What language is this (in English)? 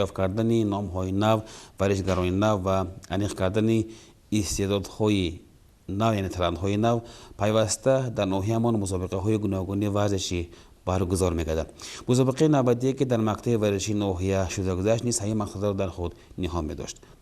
Tajik